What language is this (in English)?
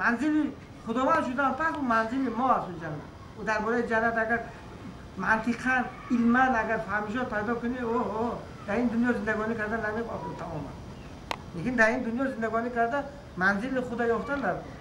Tajik